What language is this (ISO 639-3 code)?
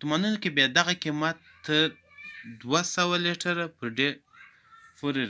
pus